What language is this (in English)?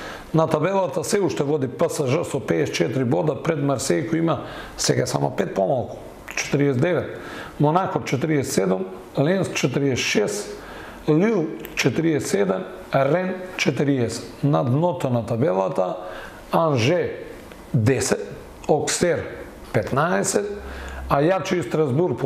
Macedonian